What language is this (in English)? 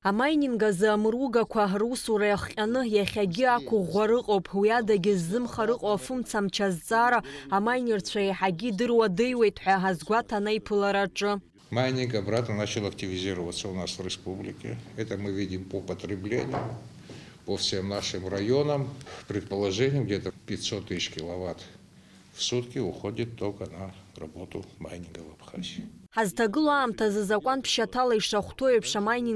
Abkhazian